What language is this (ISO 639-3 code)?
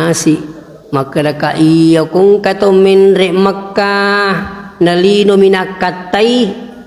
bug